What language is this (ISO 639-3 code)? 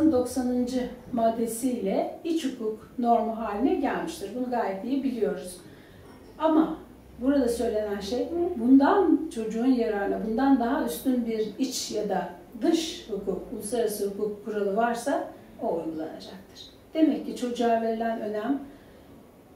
tur